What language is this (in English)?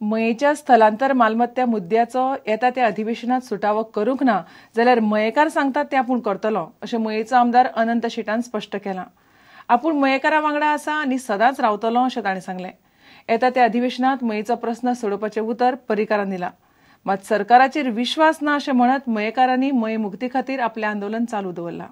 Konkani